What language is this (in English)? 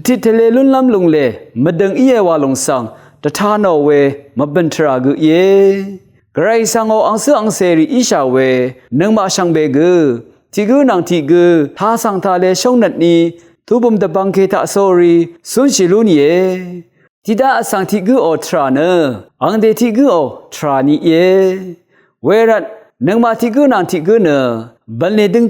Rawang